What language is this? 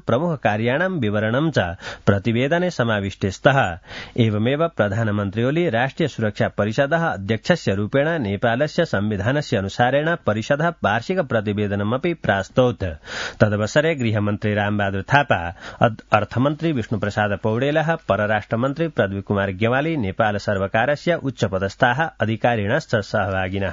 Sanskrit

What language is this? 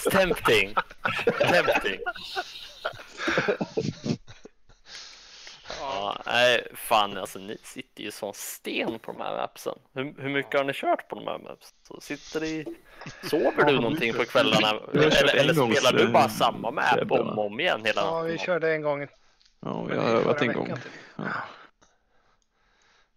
Swedish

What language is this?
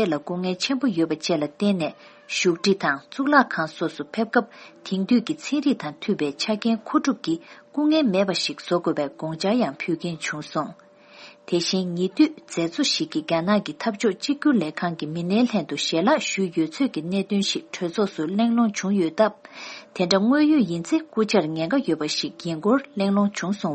Tibetan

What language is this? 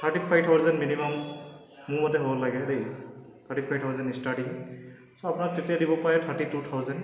Assamese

